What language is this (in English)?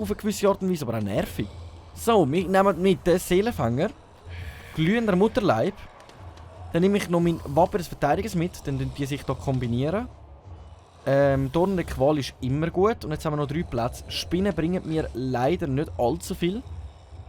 Swiss German